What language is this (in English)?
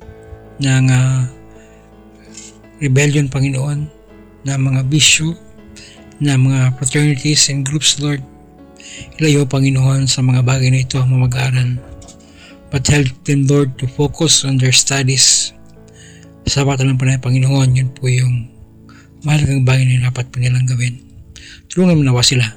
Filipino